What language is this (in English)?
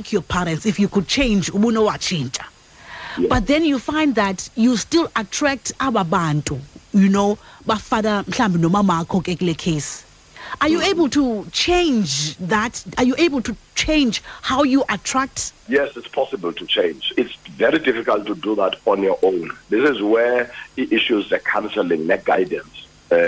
Xhosa